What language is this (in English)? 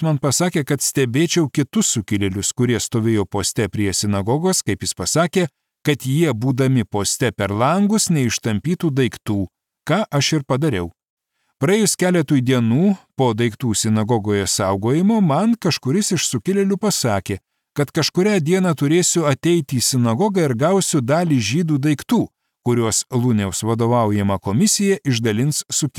Lithuanian